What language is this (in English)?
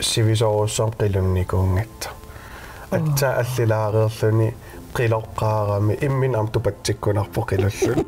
Kalaallisut